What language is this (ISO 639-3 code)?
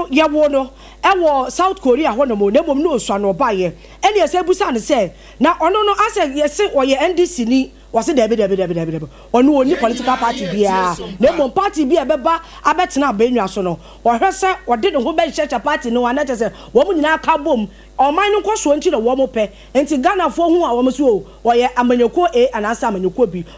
aka